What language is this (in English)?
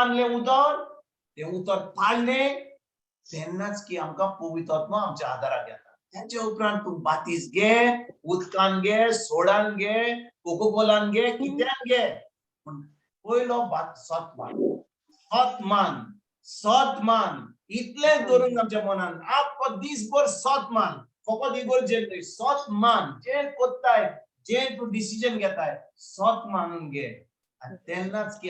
Konkani